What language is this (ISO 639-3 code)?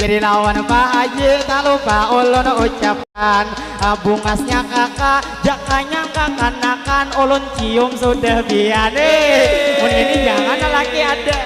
bjn